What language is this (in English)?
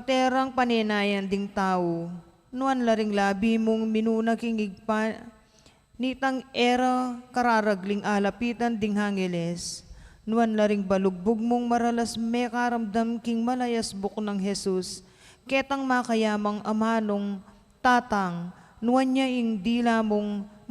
Pampanga